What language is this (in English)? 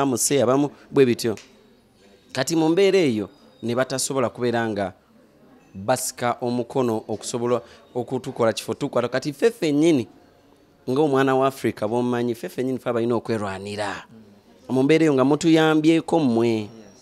Ganda